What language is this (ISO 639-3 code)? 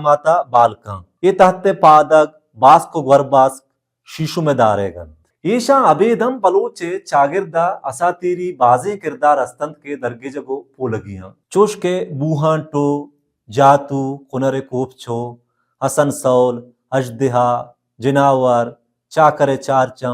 bal